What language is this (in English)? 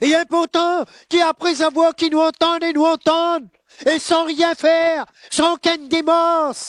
Morisyen